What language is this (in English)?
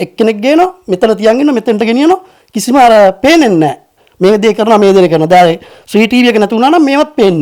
Sinhala